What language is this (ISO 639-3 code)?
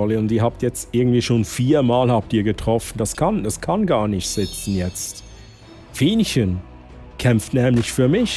gsw